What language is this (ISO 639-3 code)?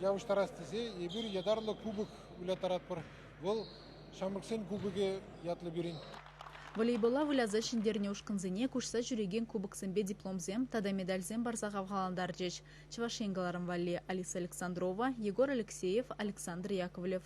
chv